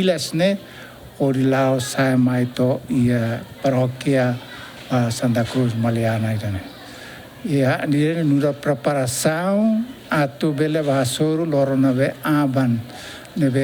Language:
Tetum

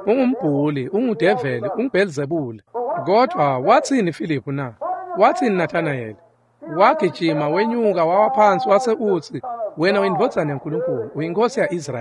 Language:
Swati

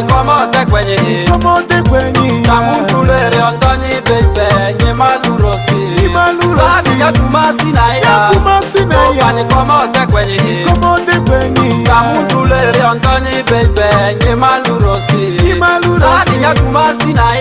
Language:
Ma'di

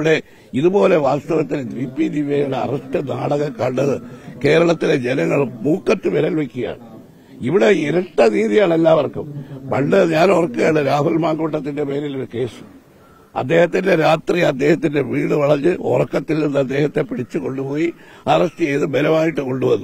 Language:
Malayalam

